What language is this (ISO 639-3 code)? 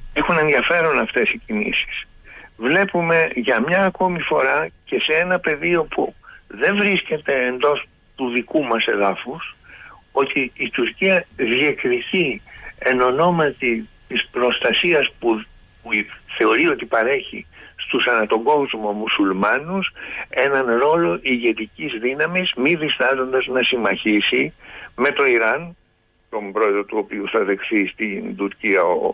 ell